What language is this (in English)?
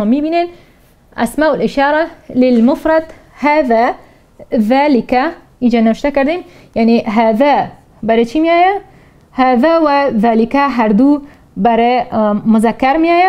Tajik